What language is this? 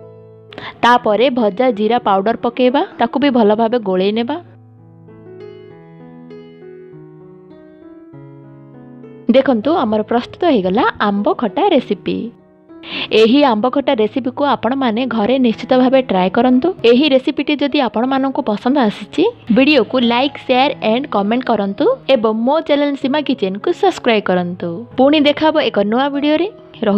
Odia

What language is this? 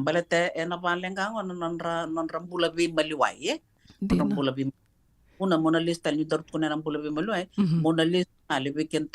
Fijian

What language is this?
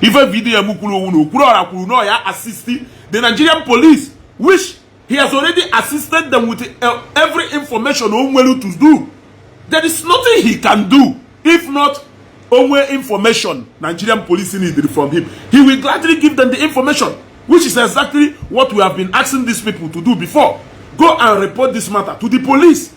Igbo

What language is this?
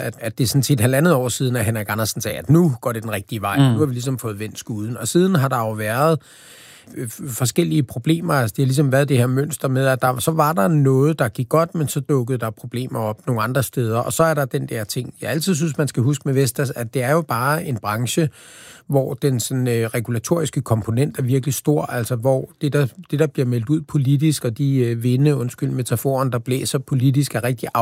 Danish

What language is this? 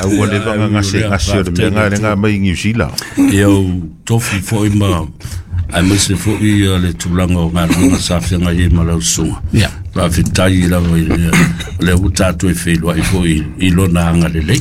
Samoan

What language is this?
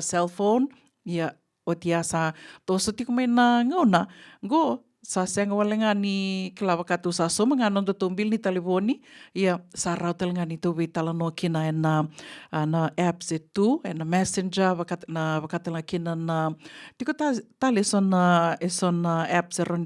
Fijian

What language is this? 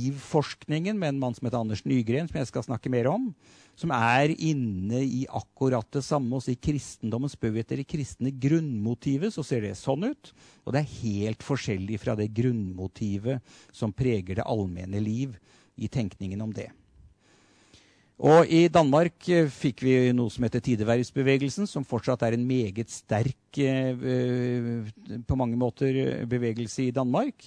Norwegian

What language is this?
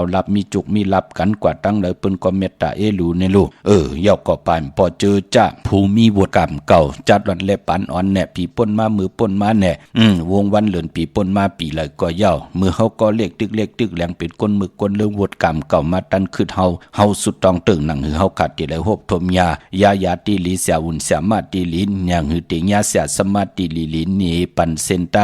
Shan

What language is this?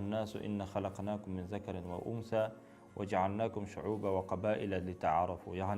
Tatar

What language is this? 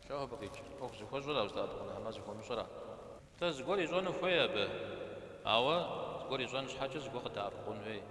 Kabardian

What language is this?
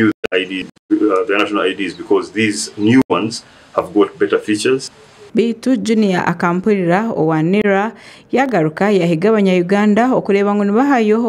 Nyankole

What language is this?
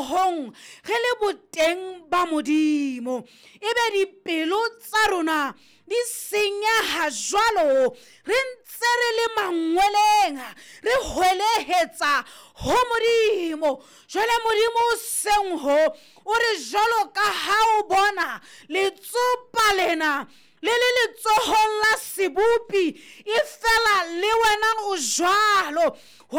Southern Sotho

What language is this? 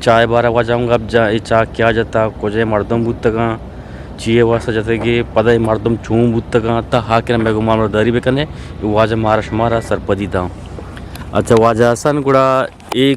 Eastern Balochi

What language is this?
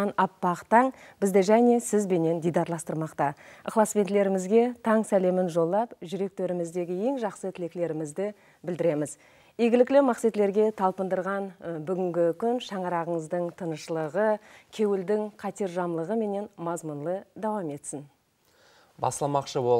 Kara-Kalpak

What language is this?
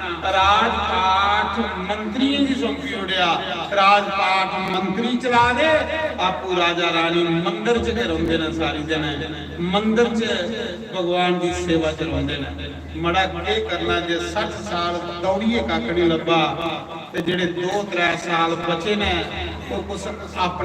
Dogri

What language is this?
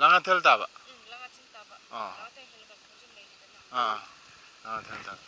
Manipuri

